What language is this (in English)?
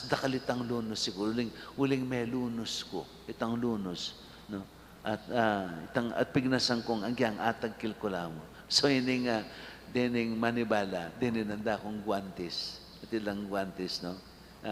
Pampanga